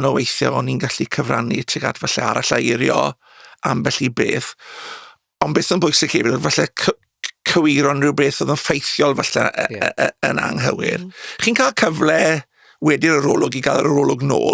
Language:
Welsh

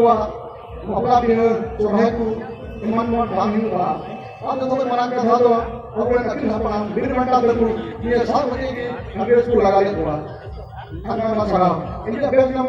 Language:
Santali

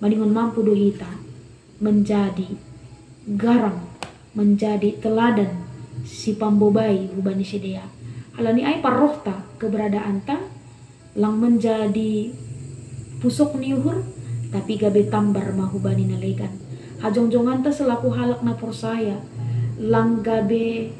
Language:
Batak Simalungun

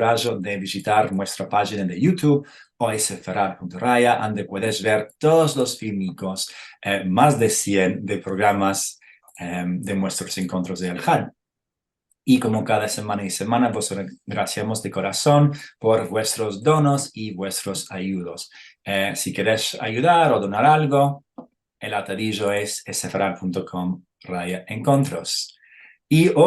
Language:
Ladino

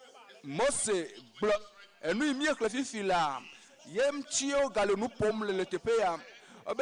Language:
Ewe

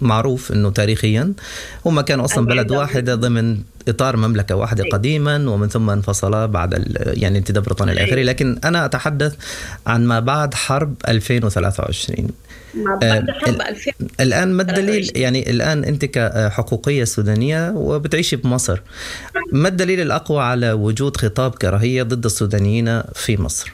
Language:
Sudanese Arabic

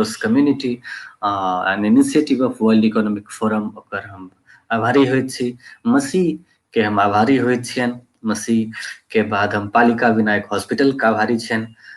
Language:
Maithili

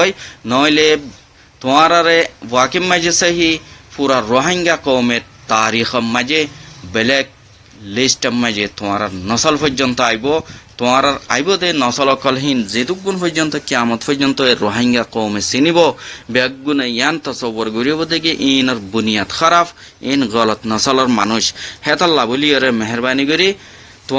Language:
Rohingya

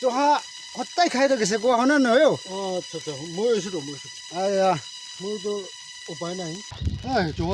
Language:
Naga Pidgin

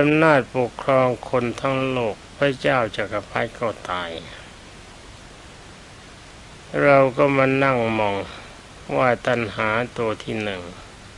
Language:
Thai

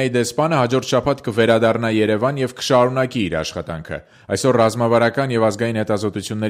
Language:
Armenian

